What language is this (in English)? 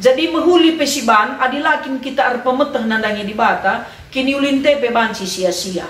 Batak Karo